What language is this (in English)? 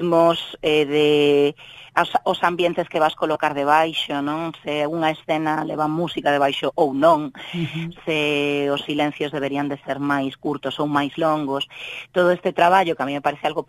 Galician